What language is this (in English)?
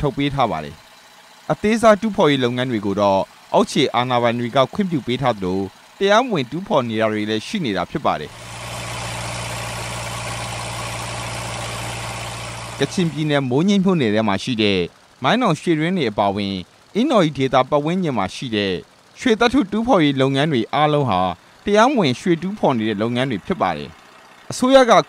Burmese